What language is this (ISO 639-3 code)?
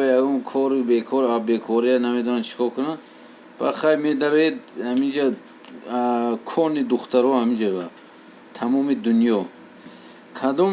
tgk